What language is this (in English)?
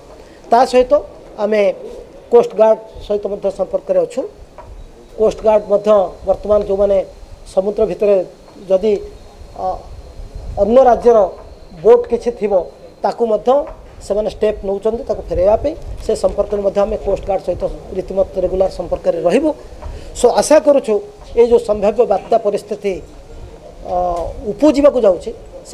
Odia